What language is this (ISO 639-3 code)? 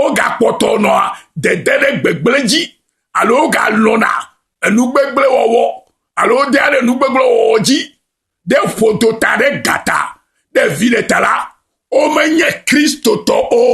ewe